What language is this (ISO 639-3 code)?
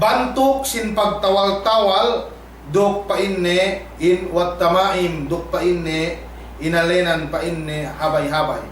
yka